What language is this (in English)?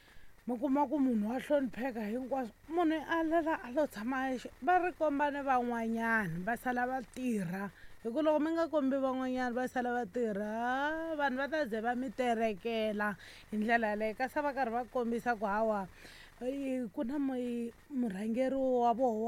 Tsonga